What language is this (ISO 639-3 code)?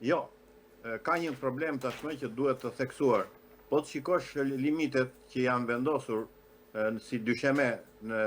sqi